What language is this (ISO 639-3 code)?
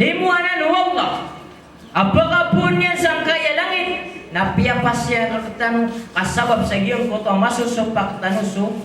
mrw